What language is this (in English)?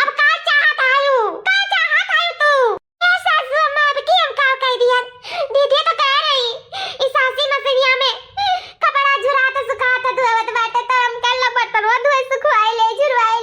Awadhi